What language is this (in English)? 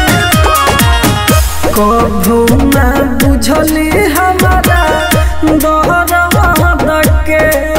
Bhojpuri